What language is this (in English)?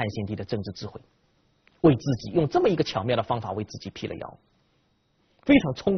Chinese